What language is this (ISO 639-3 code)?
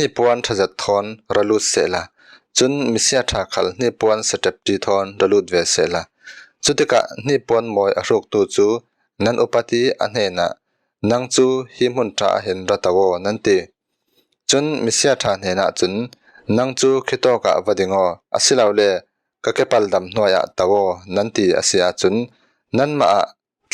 cfm